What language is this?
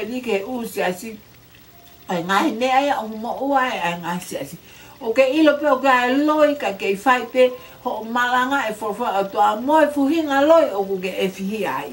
Tongan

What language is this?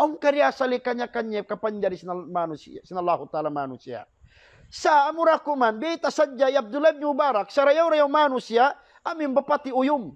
Tausug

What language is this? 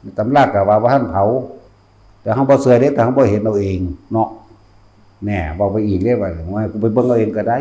Northeastern Thai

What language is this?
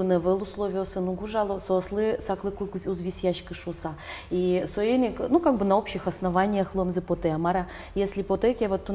Udmurt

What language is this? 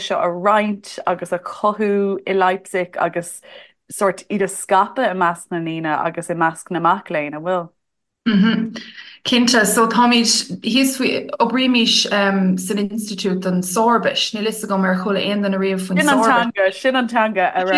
Irish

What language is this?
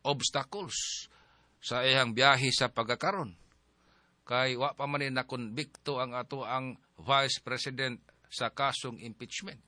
Cebuano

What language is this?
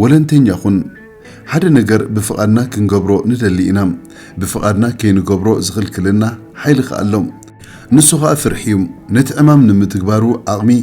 Tigrinya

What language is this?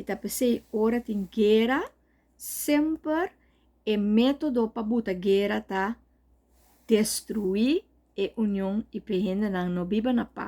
Papiamento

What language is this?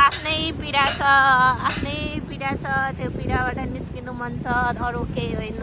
Nepali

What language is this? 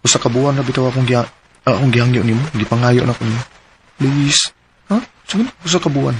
Cebuano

